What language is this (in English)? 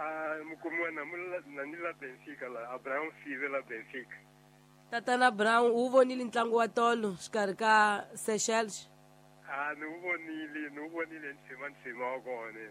Tsonga